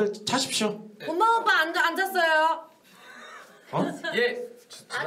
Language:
Korean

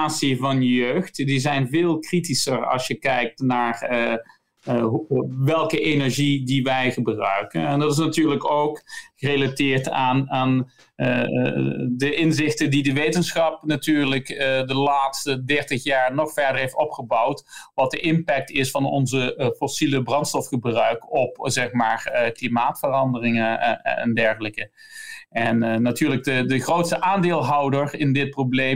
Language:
Dutch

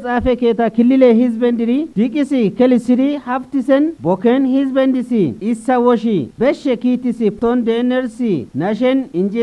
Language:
Kafa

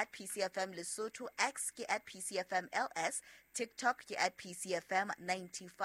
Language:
Southern Sotho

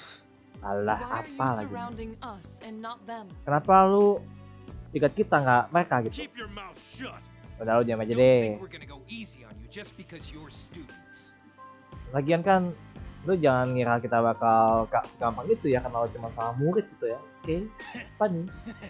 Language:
Indonesian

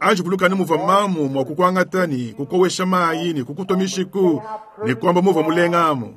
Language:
Luba-Lulua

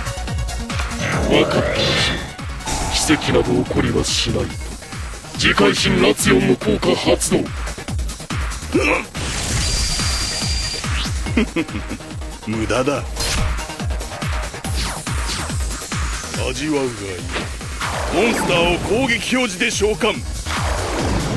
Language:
Japanese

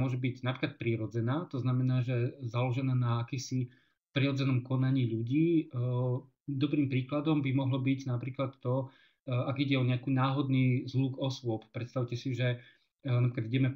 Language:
Slovak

